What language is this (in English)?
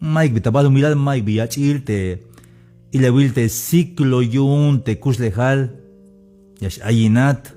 Tzeltal